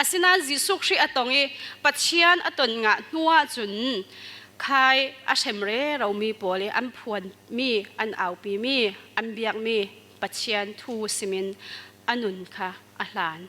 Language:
Falam Chin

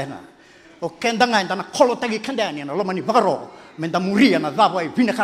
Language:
Fijian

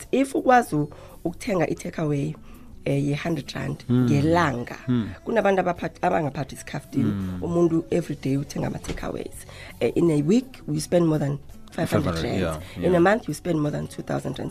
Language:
South Ndebele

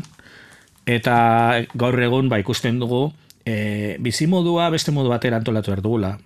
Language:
Basque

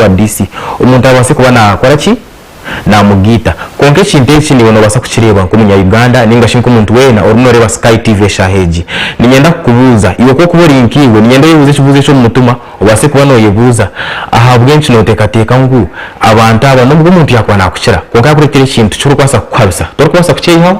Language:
Nyankole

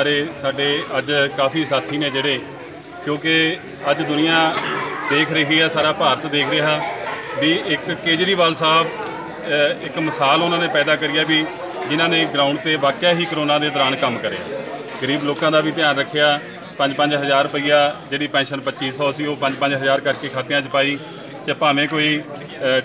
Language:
Punjabi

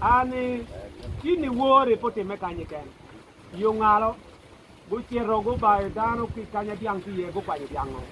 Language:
Acoli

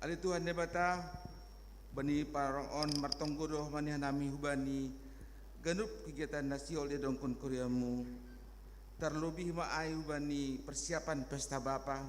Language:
Batak Simalungun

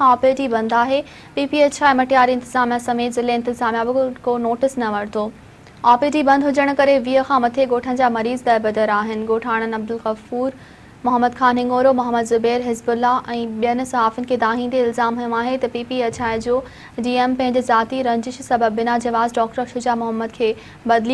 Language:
Sindhi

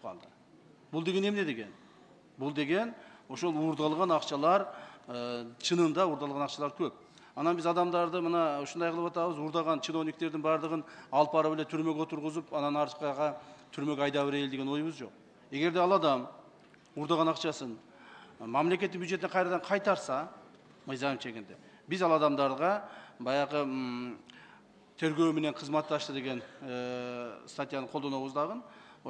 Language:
Kyrgyz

